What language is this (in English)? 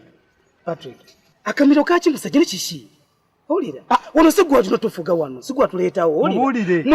Ganda